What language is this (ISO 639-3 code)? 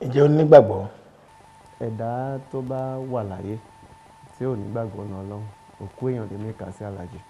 yor